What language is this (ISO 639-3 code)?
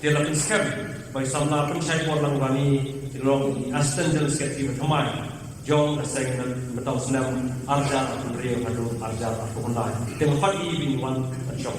kha